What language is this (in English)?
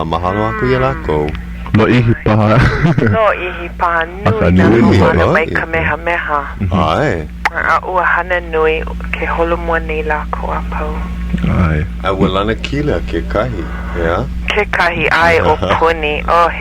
Hawaiian